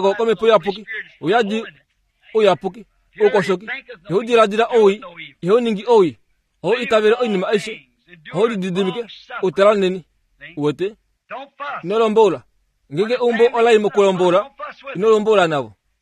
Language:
Kuanyama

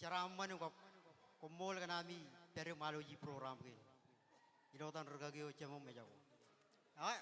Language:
Marshallese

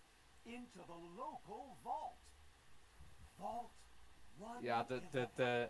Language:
Dutch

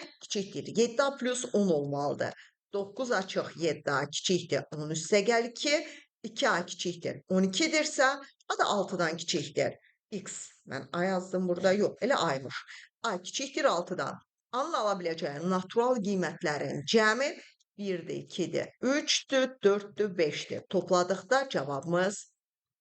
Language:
Azerbaijani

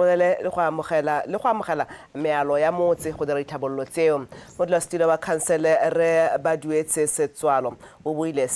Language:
Tswana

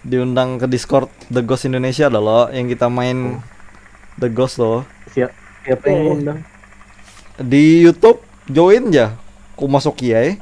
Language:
Banjar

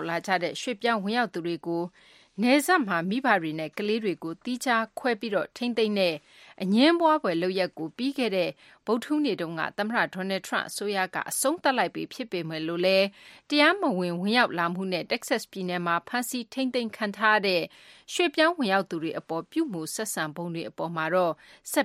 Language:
Burmese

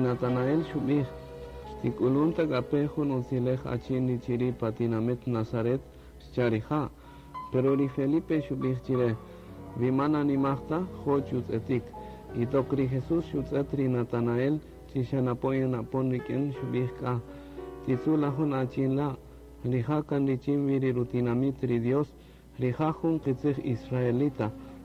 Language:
Kaqchikel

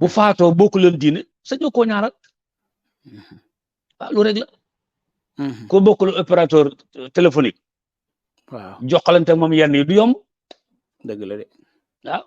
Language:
Wolof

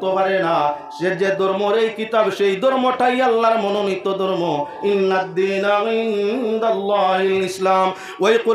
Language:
Sylheti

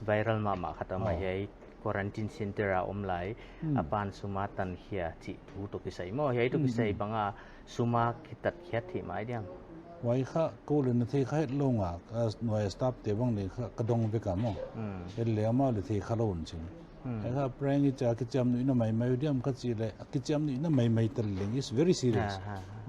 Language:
Paite Chin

